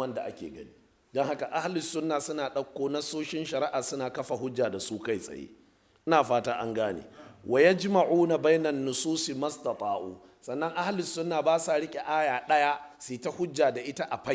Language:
Hausa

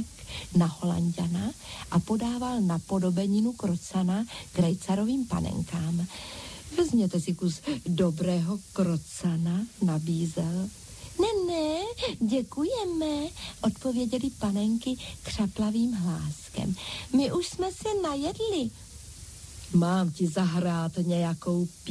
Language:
Czech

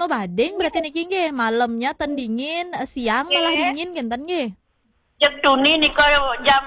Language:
Balinese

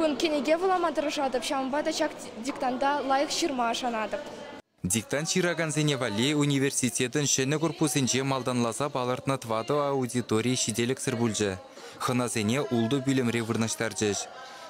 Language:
Chuvash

